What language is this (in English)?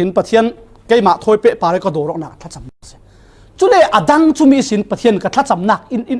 Falam Chin